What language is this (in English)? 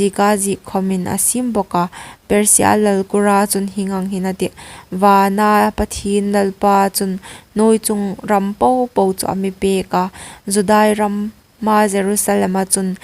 Hmar